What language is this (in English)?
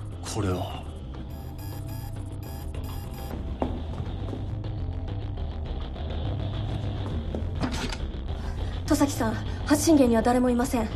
Japanese